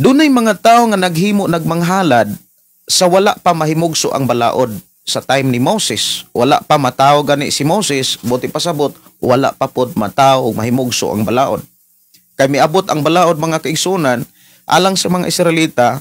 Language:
Cebuano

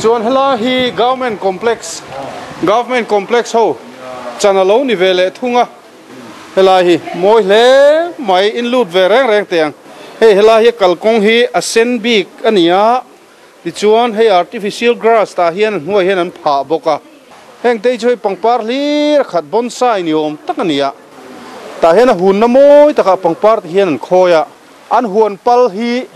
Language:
Mizo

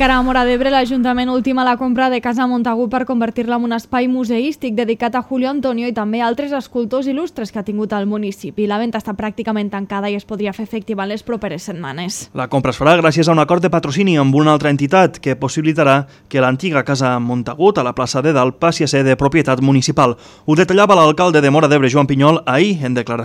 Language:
Catalan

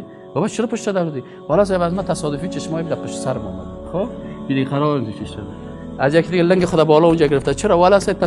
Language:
Persian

